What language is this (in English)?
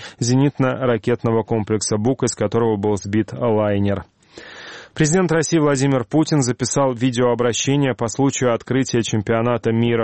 Russian